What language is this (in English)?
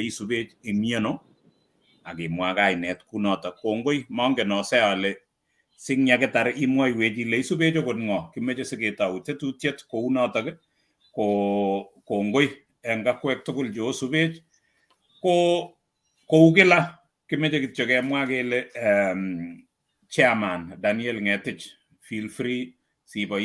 Kalenjin